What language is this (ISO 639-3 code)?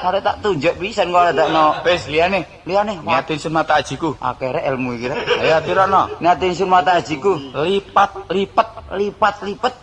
jav